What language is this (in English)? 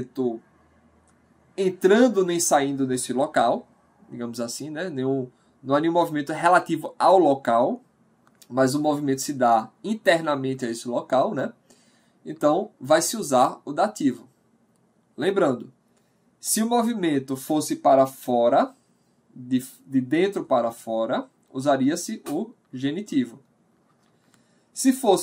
Portuguese